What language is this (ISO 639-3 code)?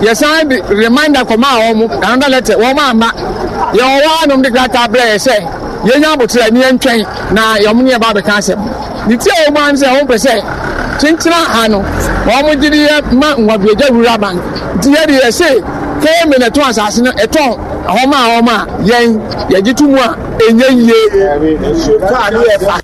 aka